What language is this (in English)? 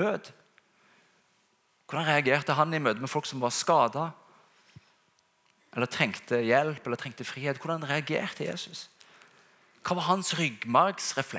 Norwegian